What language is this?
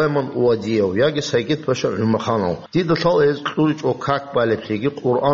Avaric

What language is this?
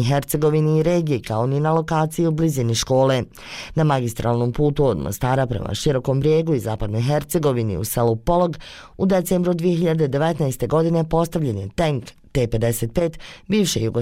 Bosnian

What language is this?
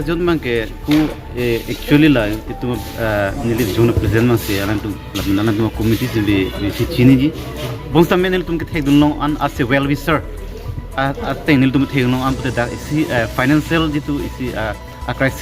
Karbi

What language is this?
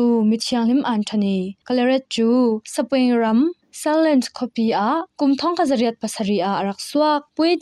Falam Chin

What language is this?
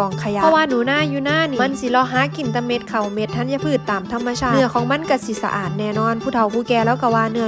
Northeastern Thai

